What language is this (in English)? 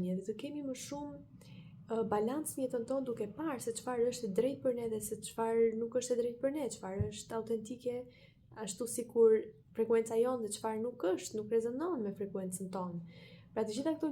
Albanian